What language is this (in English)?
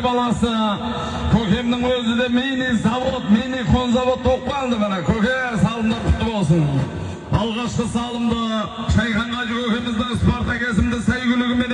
Kazakh